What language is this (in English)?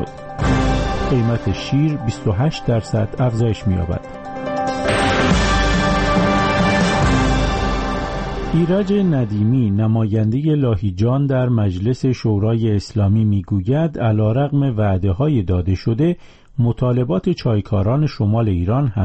Persian